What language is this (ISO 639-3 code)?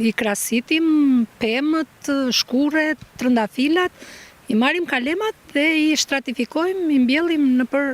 sqi